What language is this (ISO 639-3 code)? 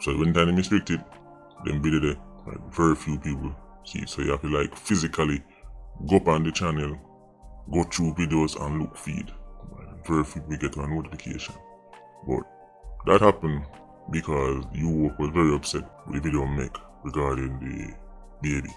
jam